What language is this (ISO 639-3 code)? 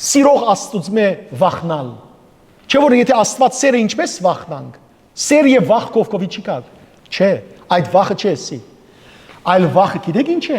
hyw